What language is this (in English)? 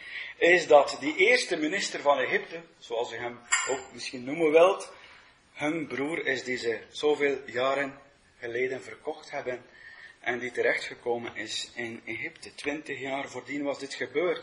Dutch